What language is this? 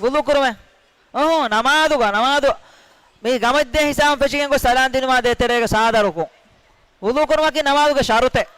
Divehi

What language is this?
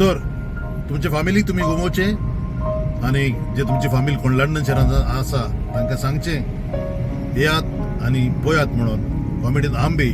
Konkani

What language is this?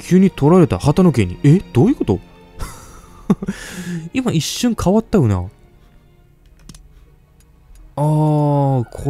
Japanese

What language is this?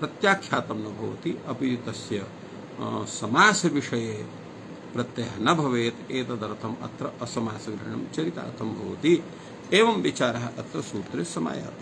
Sanskrit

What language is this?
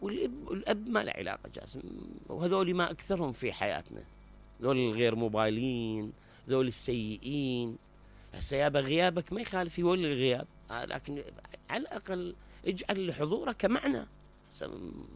Mesopotamian Arabic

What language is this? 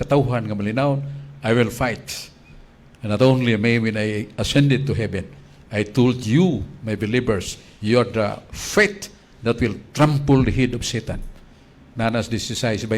Cebuano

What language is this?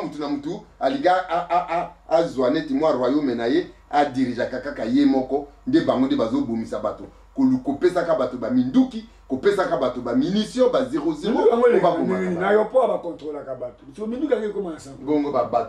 Lingala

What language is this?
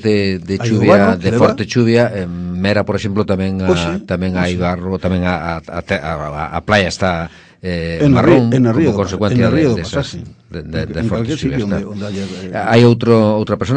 Galician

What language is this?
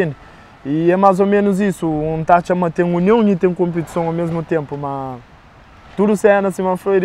Kabuverdianu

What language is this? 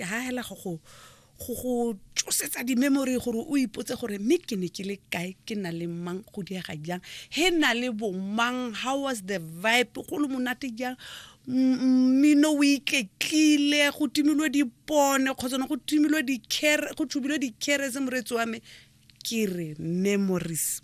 Tswana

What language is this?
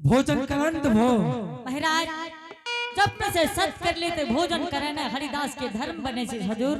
Angika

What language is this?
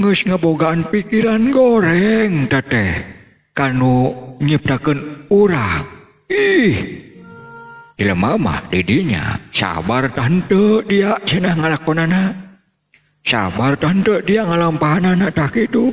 Sundanese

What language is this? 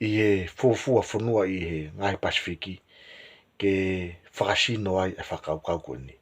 Tongan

